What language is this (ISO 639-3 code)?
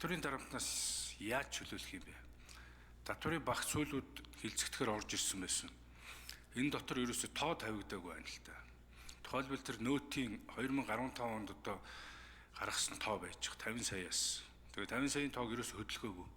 mon